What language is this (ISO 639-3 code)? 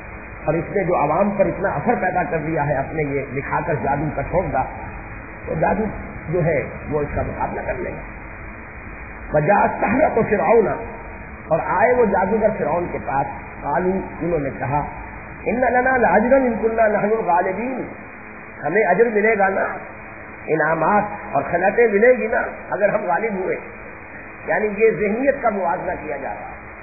urd